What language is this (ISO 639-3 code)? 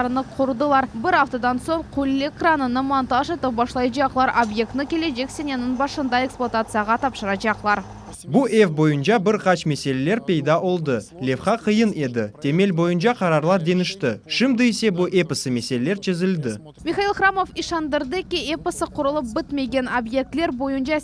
crh